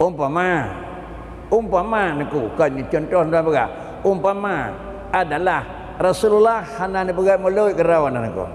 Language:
Achinese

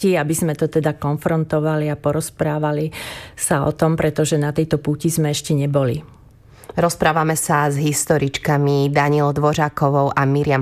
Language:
Slovak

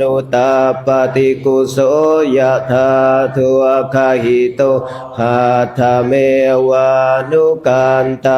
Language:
Pali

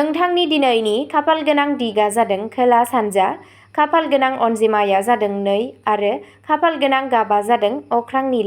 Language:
Bodo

